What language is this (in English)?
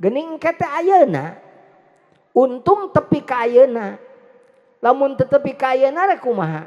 Sundanese